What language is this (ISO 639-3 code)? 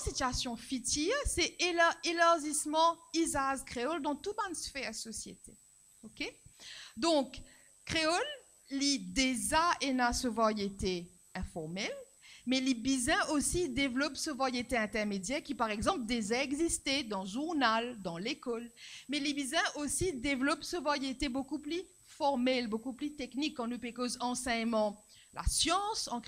mfe